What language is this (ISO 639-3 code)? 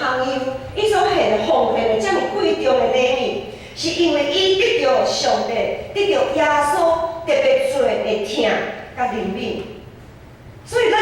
nan